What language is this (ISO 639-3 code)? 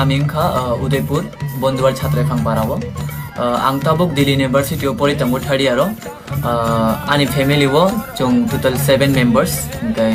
trp